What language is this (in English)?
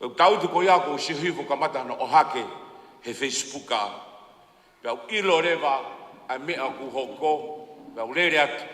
Tongan